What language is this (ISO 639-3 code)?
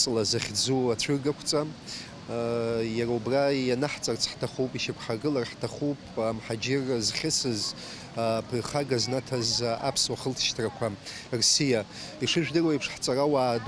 abk